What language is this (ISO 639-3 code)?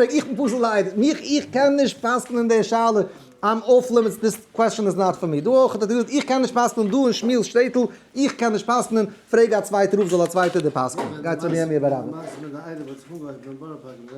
yid